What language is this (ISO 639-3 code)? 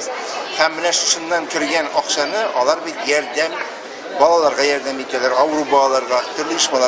tat